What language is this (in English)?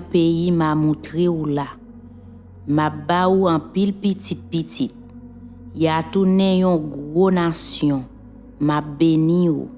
Haitian Creole